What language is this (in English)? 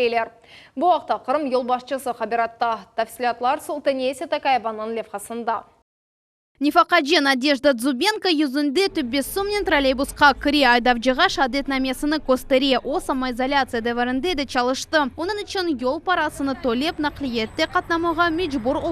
Crimean Tatar